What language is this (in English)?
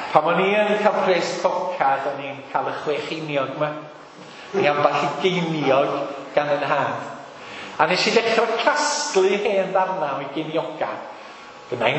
Welsh